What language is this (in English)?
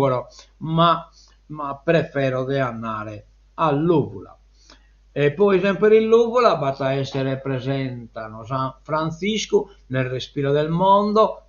Sardinian